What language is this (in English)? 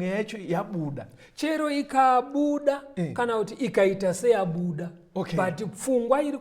Shona